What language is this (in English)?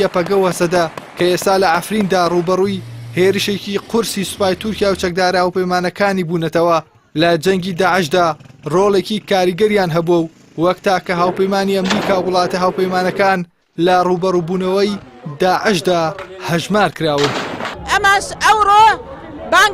Central Kurdish